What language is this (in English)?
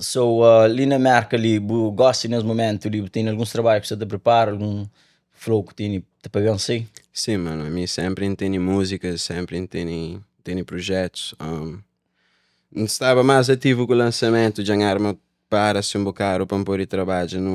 Kabuverdianu